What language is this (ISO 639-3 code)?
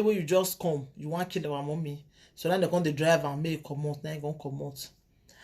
pcm